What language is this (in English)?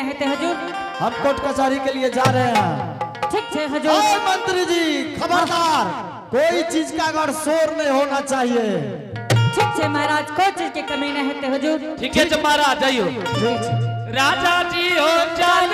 Angika